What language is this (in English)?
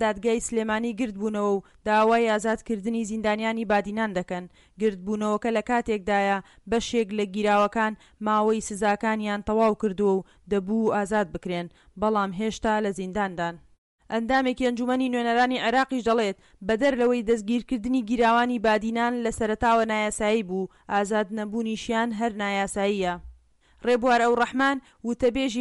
Central Kurdish